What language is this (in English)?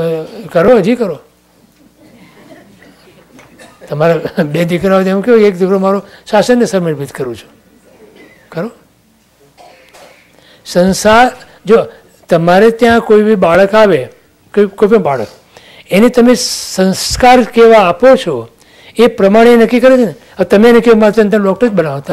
Gujarati